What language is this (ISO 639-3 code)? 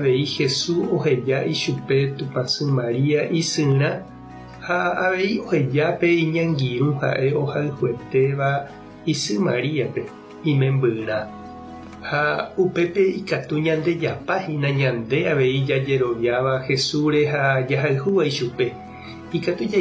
grn